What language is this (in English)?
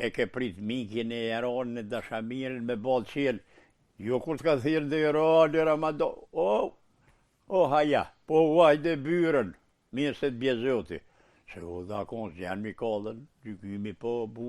Albanian